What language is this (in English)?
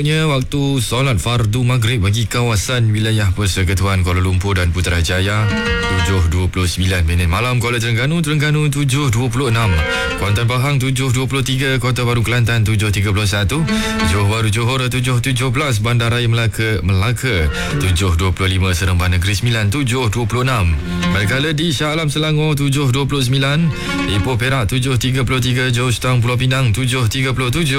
Malay